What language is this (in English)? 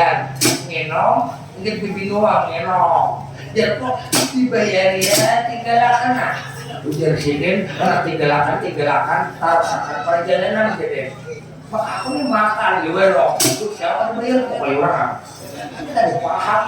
Banjar